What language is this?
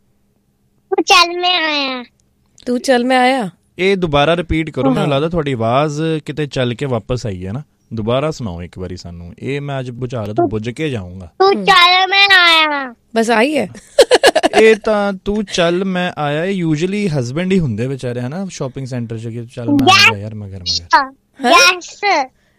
Punjabi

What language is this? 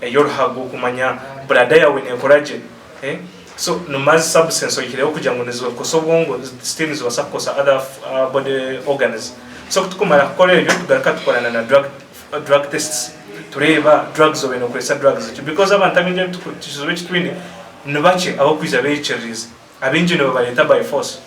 Nyankole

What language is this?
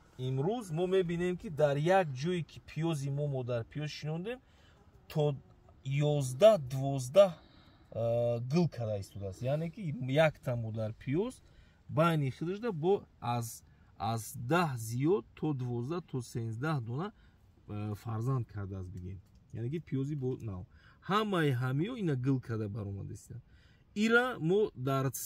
Tajik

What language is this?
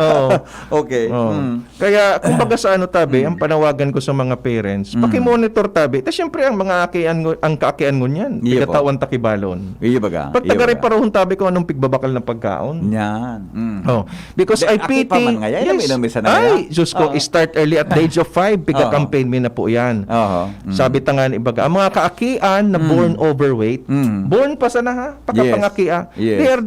Bikol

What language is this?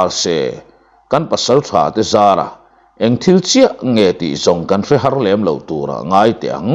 Mizo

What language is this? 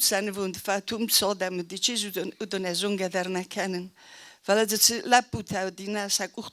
Ossetic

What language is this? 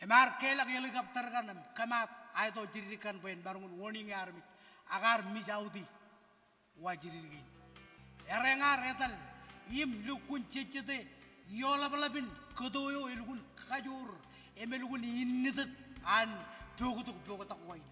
Marshallese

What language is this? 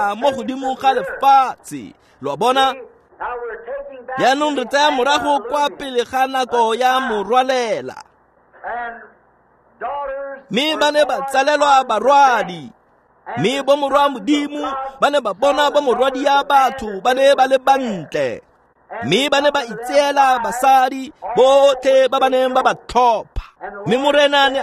Tswana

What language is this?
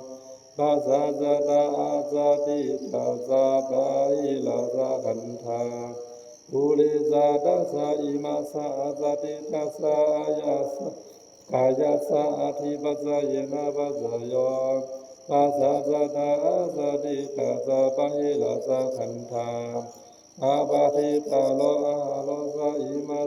Pali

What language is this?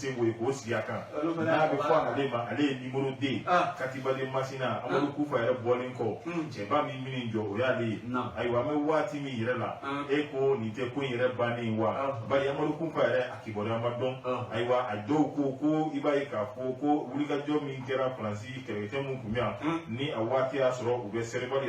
Bambara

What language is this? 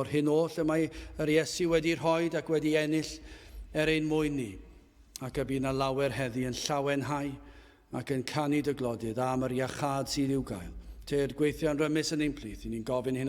Welsh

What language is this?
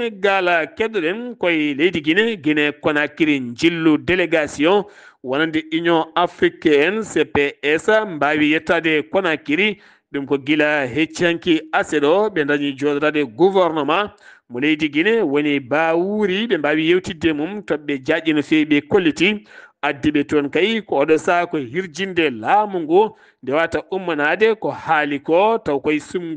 Fula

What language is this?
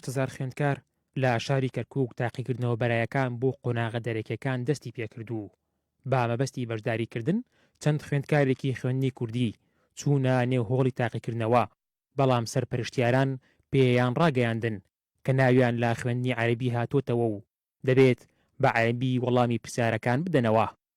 Central Kurdish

